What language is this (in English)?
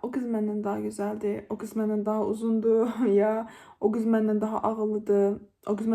Azerbaijani